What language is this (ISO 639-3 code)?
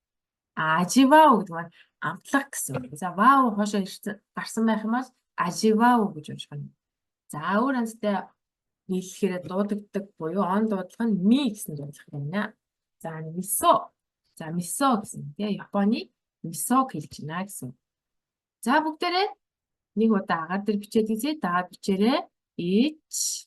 mon